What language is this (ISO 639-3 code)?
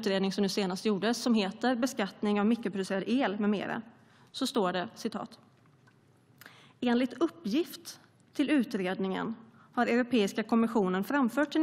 swe